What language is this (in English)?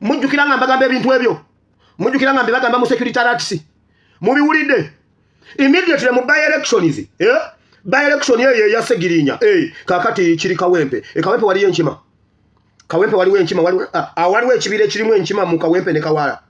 Ganda